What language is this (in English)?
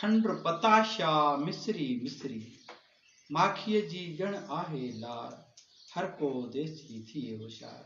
Sindhi